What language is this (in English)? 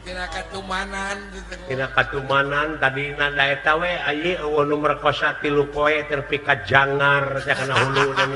Sundanese